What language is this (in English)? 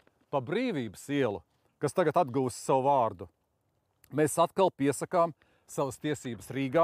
Latvian